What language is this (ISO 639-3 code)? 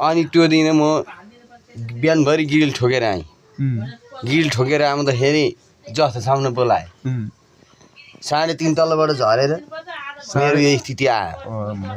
nep